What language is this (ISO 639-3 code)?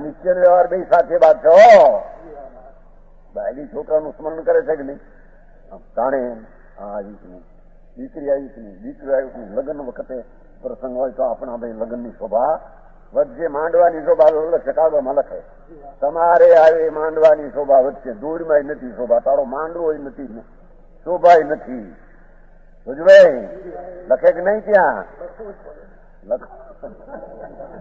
guj